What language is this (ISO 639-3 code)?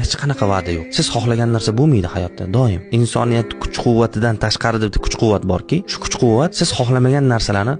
uzb